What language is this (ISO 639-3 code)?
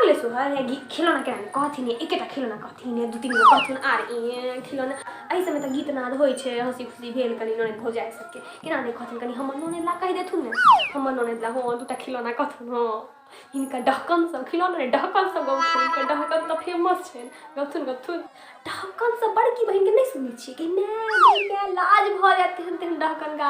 mai